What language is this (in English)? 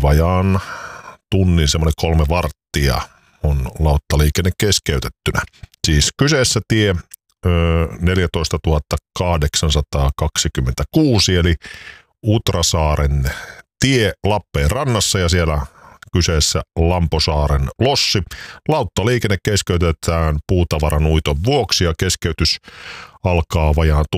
Finnish